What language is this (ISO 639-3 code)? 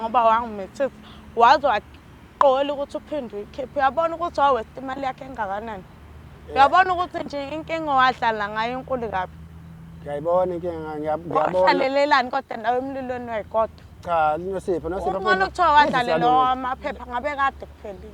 zul